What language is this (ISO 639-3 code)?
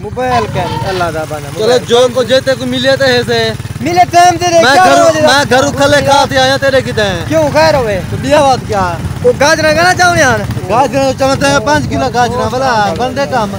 skr